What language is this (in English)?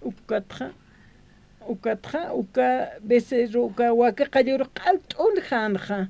Aymara